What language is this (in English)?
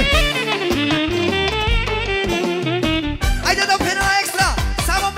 Romanian